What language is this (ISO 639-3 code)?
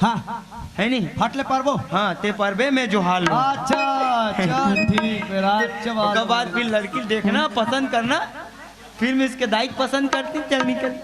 hne